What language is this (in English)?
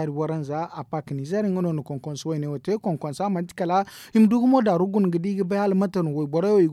Zarma